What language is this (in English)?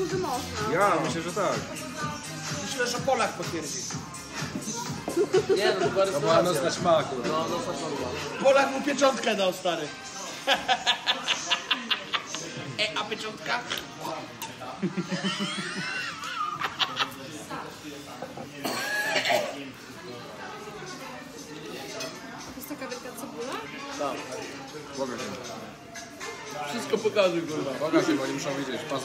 Polish